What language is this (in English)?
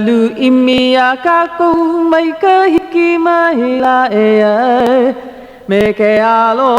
Hawaiian